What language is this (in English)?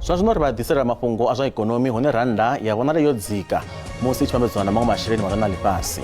Venda